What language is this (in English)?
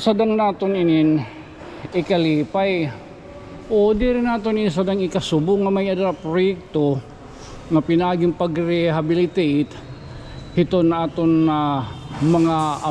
Waray